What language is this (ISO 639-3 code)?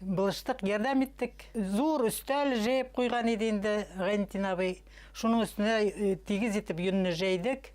bak